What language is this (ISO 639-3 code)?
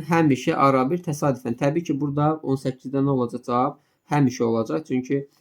aze